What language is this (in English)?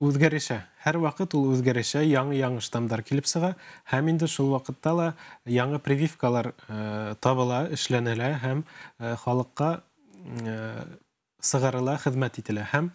Bashkir